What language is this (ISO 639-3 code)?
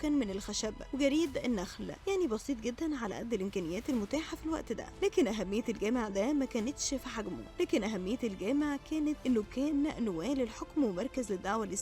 arz